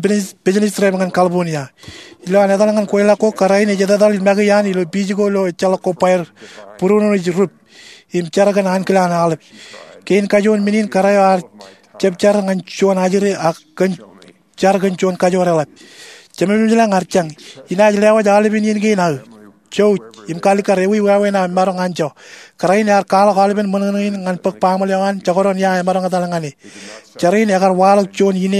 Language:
Marshallese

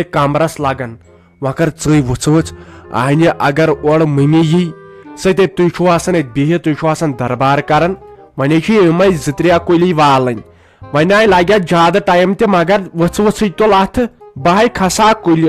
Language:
Kashmiri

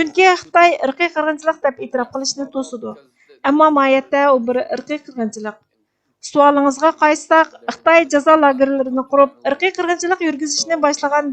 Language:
Uyghur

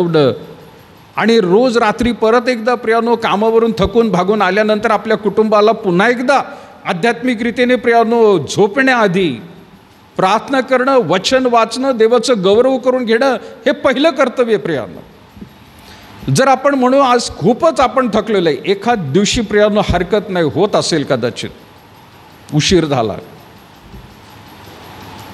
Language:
Marathi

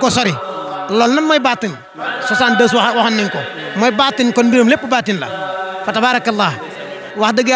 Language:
Wolof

